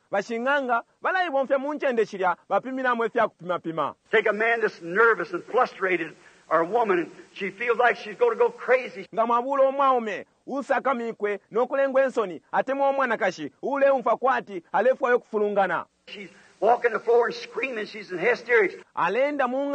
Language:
Bemba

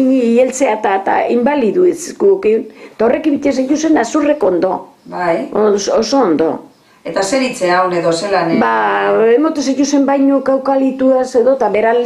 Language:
Basque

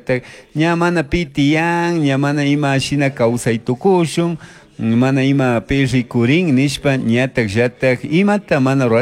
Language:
Chimborazo Highland Quichua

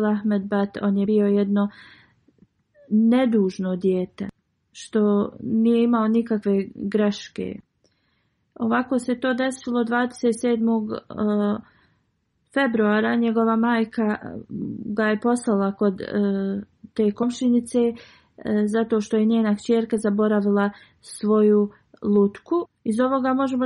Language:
Bosnian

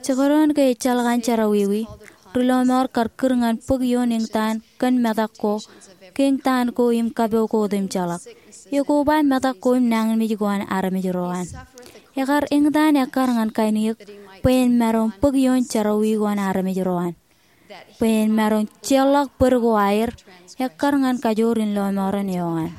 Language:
Marshallese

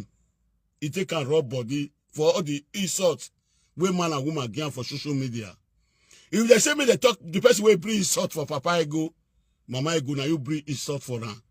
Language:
Nigerian Pidgin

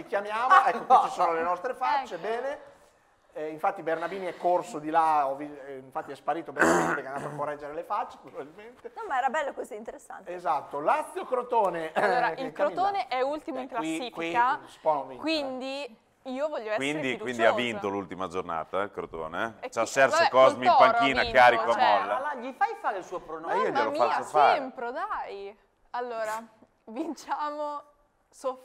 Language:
Italian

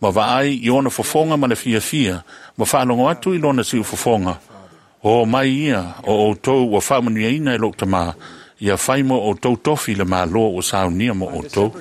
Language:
Samoan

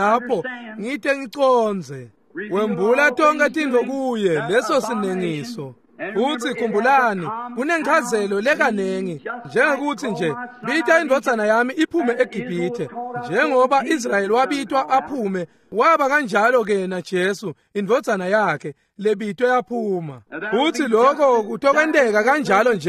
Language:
Swati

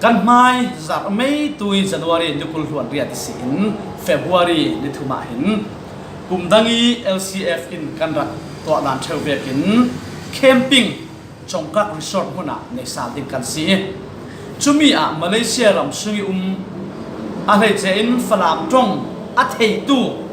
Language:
Falam Chin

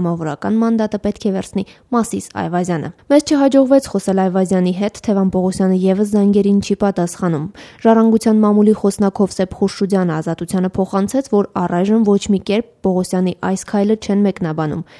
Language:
Armenian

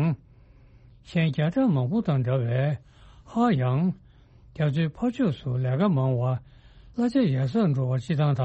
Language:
Tibetan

